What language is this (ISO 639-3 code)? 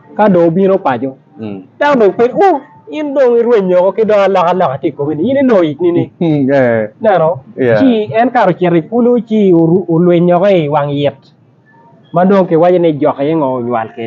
ach